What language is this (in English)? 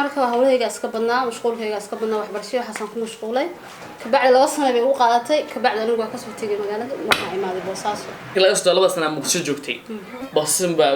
Somali